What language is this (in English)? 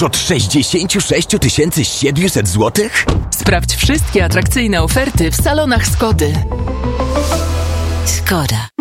Polish